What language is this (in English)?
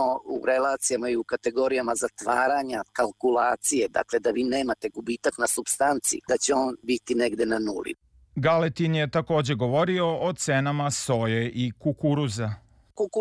Serbian